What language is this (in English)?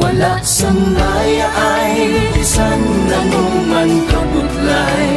Hiligaynon